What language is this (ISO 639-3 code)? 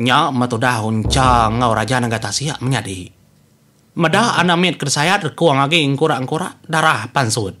iba